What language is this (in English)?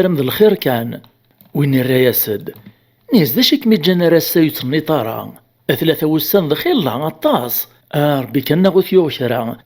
Kabyle